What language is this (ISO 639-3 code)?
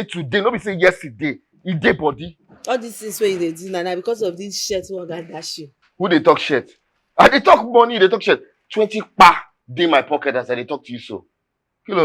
pcm